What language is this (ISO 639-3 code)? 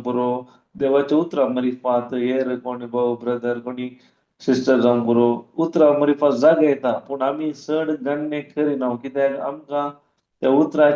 kok